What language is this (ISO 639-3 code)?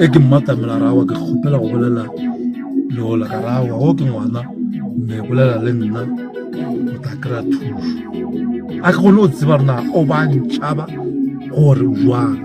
nso